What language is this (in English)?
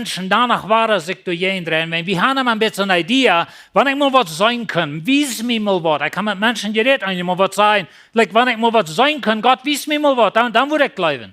Plautdietsch